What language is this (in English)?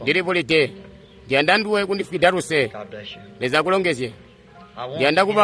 Tonga (Zambia)